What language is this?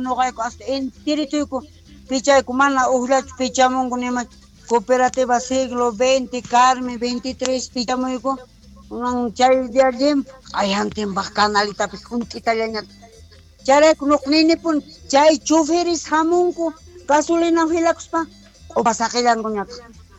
South Bolivian Quechua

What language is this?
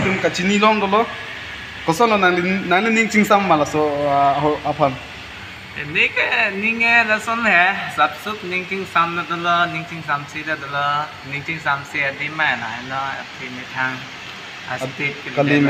Karbi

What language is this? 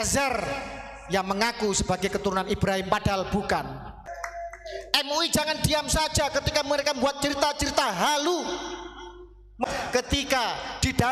Indonesian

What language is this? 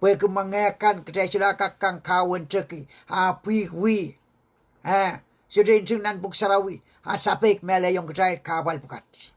Pohnpeian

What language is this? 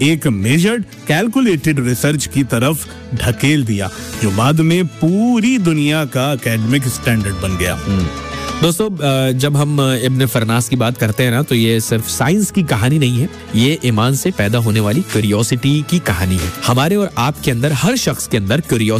Hindi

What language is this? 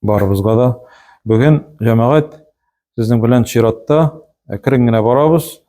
Tatar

